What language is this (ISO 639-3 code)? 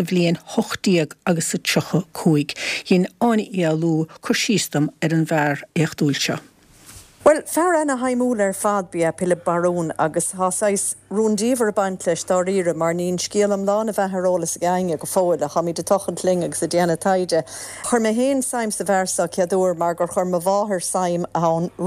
gle